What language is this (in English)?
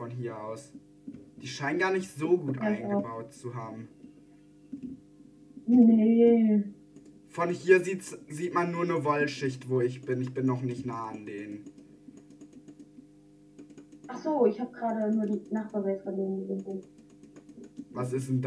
German